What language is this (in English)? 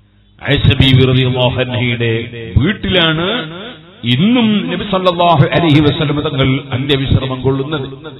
Malayalam